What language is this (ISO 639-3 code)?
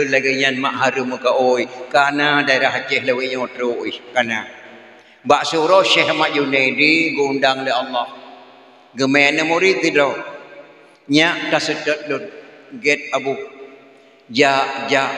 ace